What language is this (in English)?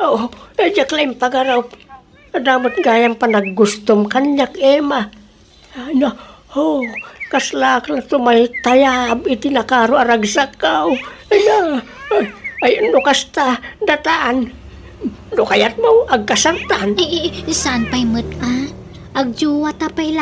Iloko